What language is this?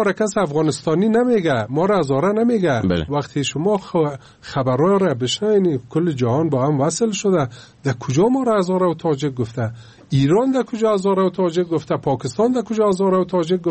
Persian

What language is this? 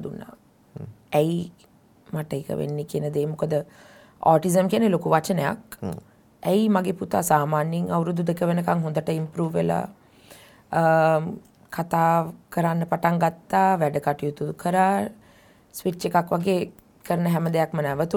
Sinhala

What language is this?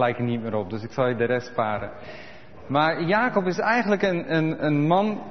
Dutch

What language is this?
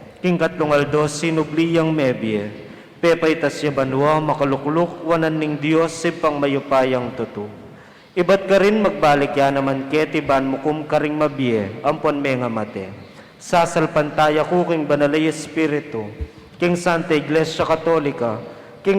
Pampanga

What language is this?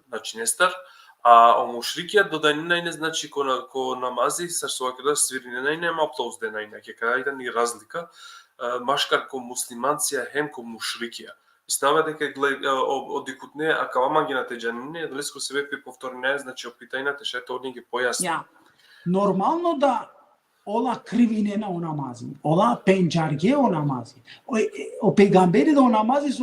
Balkan Romani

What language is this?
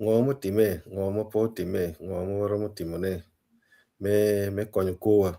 Acoli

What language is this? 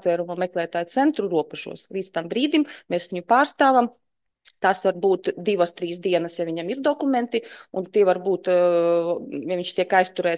Latvian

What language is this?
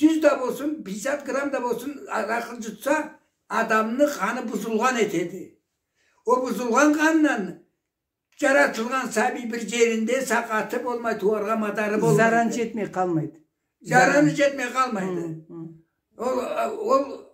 Karachay-Balkar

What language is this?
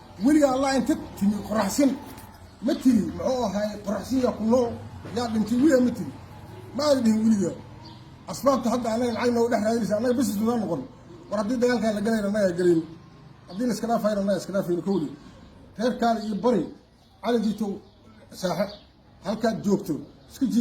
Somali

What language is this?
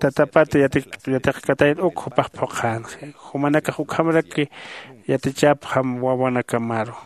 Aymara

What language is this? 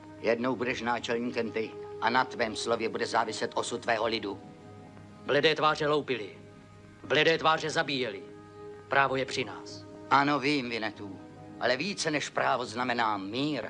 Czech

